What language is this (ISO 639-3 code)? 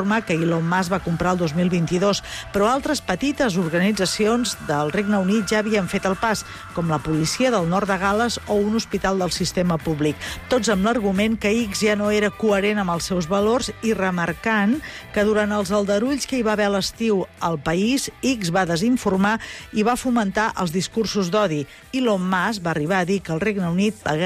cat